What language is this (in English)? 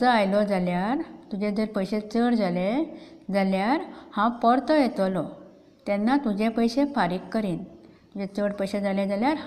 Konkani